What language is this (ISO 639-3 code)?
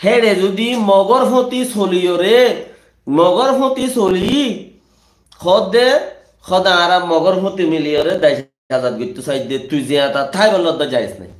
rhg